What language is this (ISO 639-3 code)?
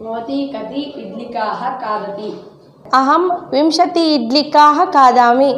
san